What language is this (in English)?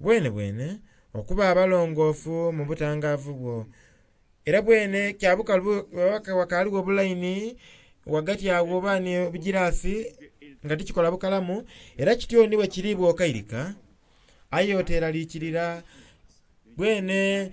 Soga